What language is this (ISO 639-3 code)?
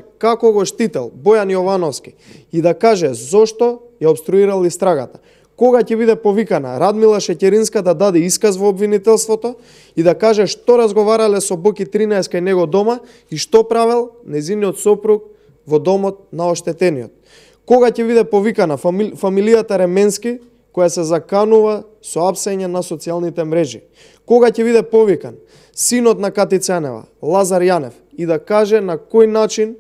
mkd